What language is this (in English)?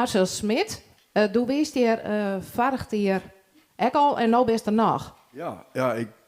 Western Frisian